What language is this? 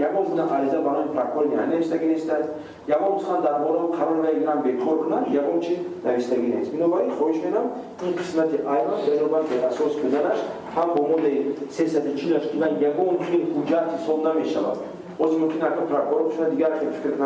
Tajik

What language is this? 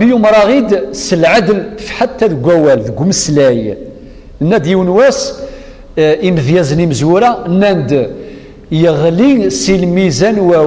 Kabyle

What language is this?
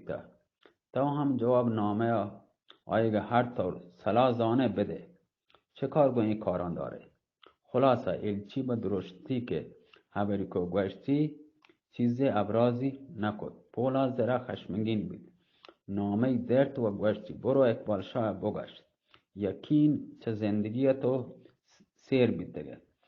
Eastern Balochi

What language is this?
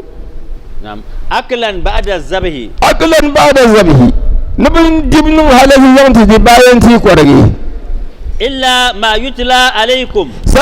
Dagbani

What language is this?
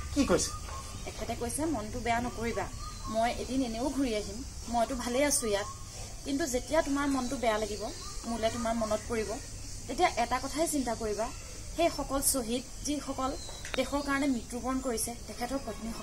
Assamese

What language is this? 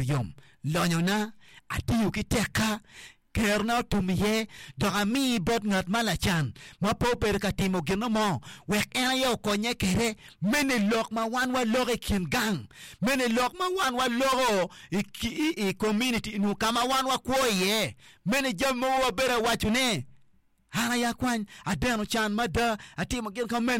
Acoli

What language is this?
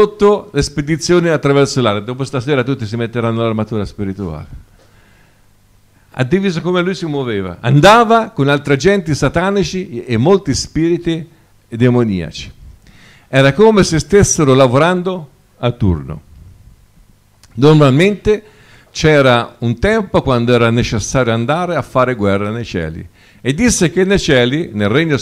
Italian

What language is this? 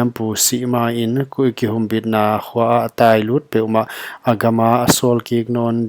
Paite Chin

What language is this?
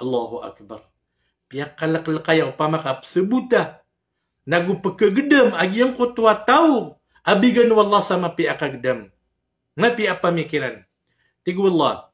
Maranao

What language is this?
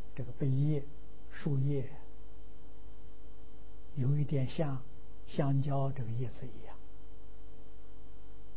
Chinese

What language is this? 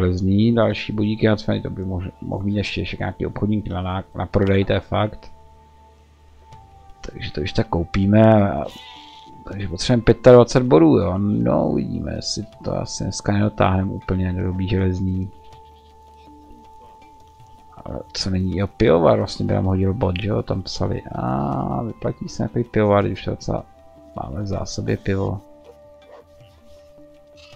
Czech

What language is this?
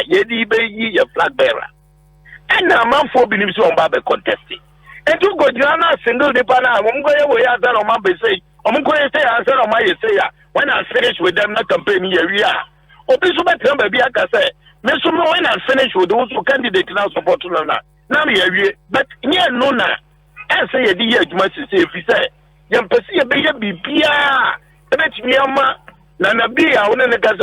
Akan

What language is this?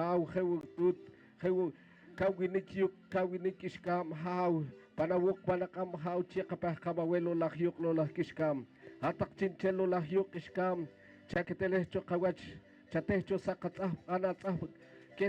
Poqomchi'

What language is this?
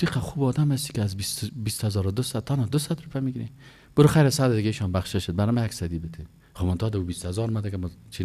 Persian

